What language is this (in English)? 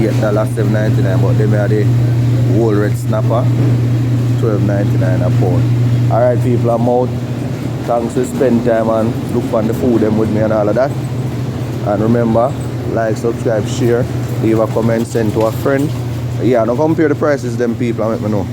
Jamaican Creole English